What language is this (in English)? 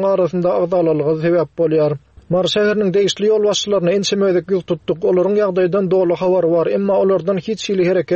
Turkmen